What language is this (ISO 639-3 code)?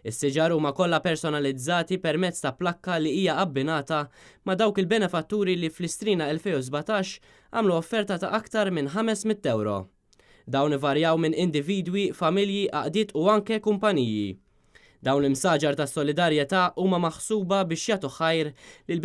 mlt